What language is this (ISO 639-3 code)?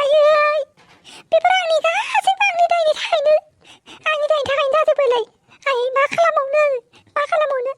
brx